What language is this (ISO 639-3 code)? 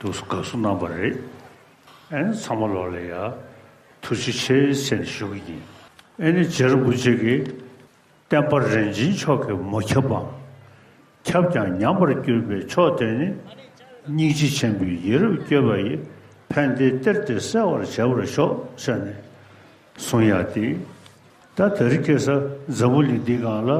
bod